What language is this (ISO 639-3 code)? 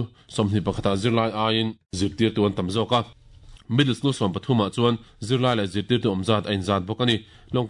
lus